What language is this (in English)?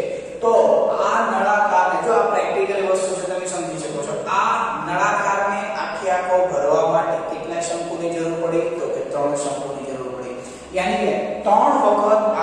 Gujarati